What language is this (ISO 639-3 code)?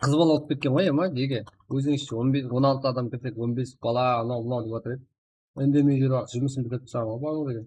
kaa